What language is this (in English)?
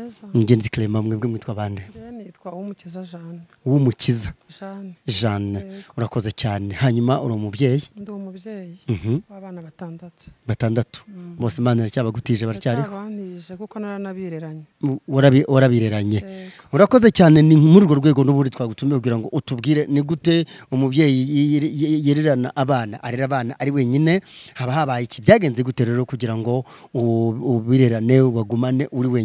Kinyarwanda